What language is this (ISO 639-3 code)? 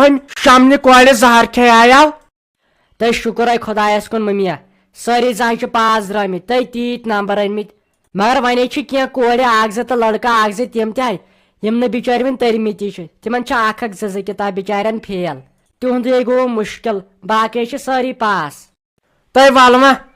kas